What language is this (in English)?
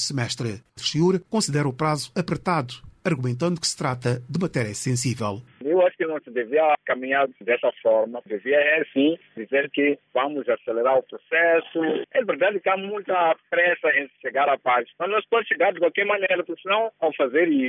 Portuguese